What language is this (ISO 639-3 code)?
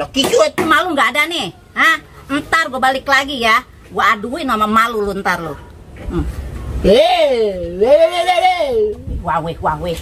bew